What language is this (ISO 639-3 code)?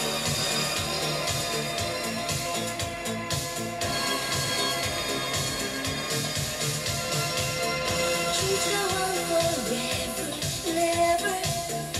eng